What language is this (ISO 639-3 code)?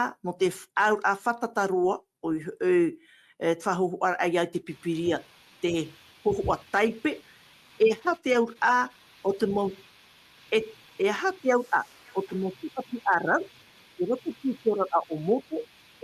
tah